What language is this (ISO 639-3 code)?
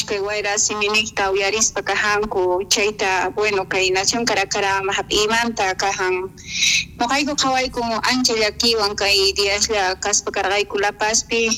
quh